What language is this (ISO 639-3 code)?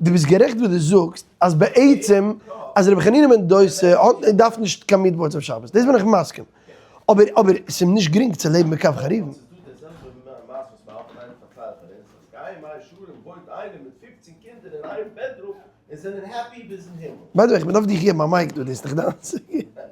yid